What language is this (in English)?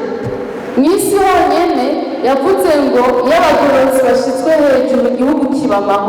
Rundi